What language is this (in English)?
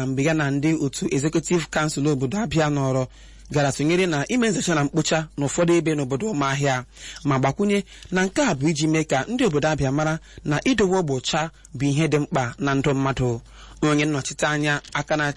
Igbo